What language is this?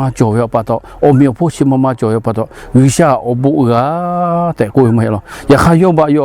Lahu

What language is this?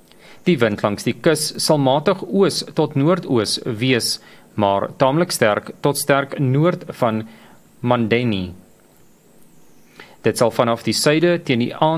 Afrikaans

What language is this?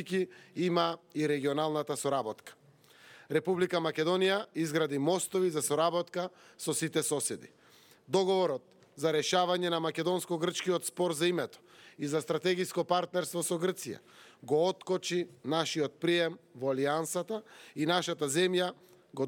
Macedonian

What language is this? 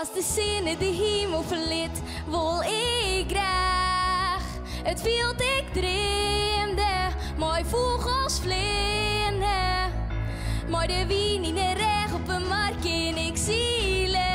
Western Frisian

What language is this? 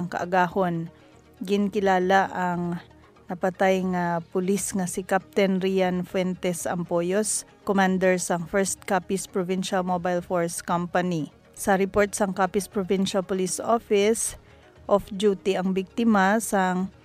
Hiligaynon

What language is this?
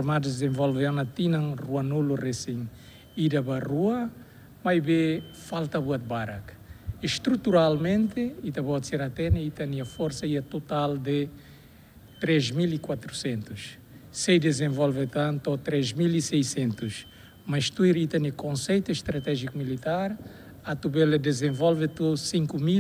Tetum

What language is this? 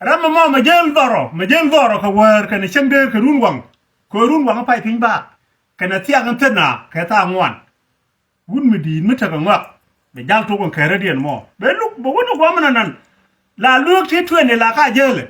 Nuer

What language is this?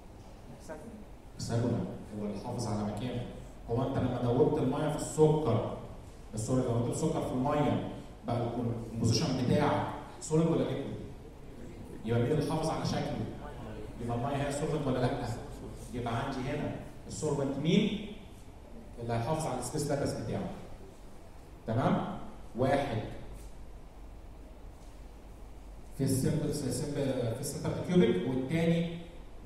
Egyptian Arabic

